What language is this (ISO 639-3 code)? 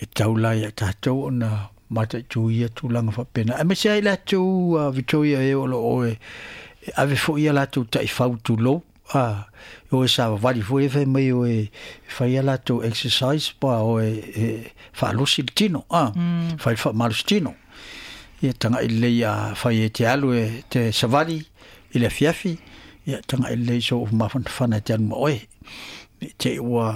smo